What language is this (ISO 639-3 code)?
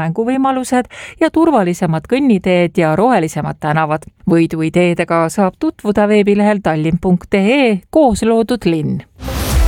est